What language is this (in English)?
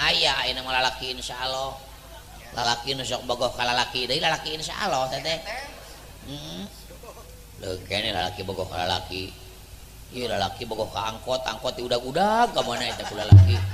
Sundanese